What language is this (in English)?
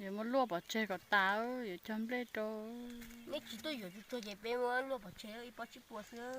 Hmong